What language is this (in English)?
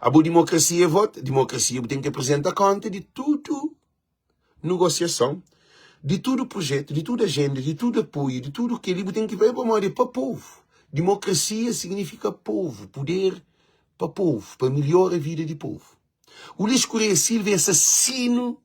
Kabuverdianu